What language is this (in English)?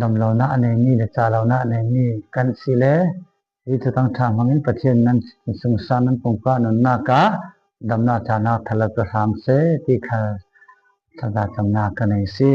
Falam Chin